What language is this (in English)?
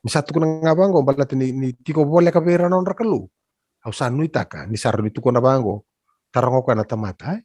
Fijian